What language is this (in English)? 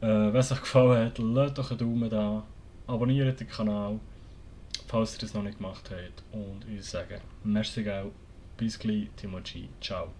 Swiss German